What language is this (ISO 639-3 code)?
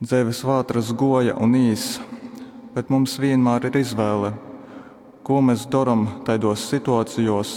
ltg